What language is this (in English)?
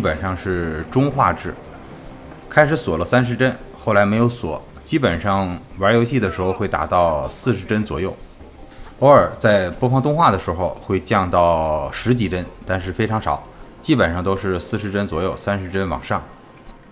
Chinese